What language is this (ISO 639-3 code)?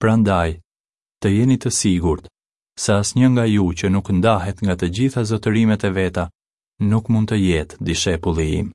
sqi